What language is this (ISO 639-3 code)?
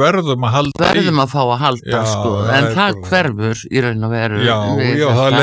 isl